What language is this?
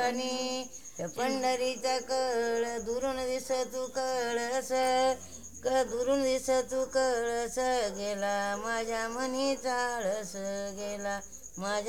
Marathi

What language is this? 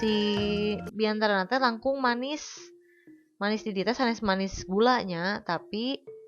Sundanese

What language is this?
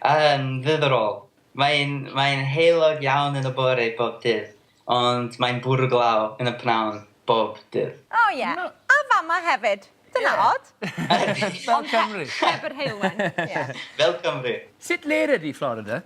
Welsh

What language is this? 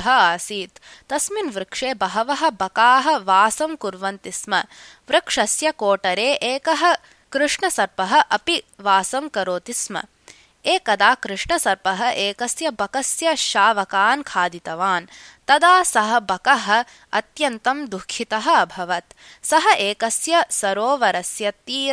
Sanskrit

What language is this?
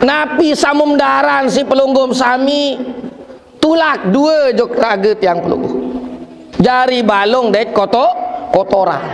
Sasak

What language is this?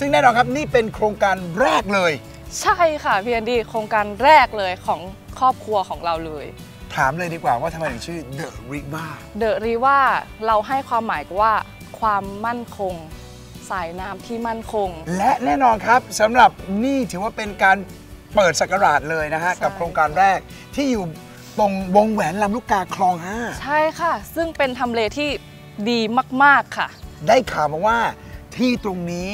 Thai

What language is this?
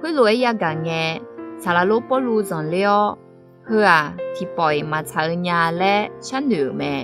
Akha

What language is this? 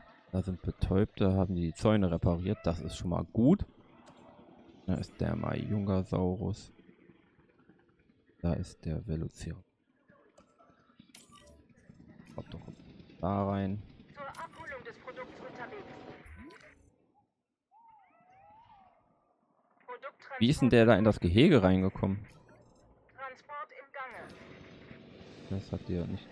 German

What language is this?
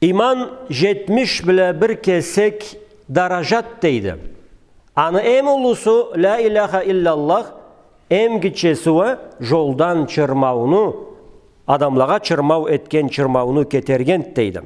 Karachay-Balkar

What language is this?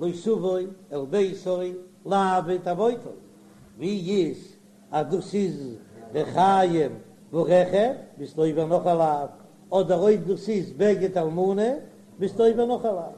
Yiddish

